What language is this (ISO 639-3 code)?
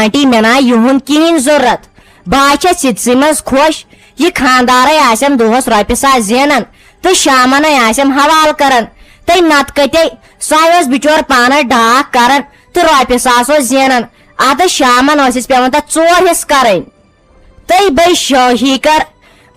kas